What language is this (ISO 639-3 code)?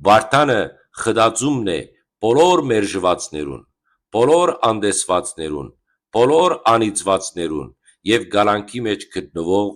hyw